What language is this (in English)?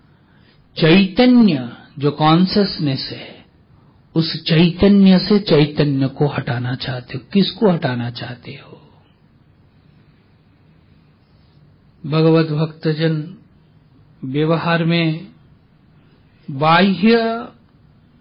Hindi